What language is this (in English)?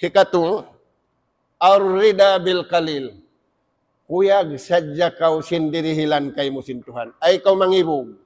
Tausug